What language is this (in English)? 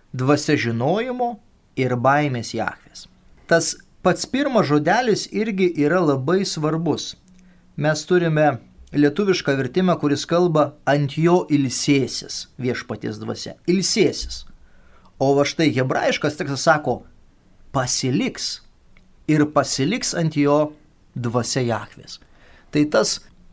Lithuanian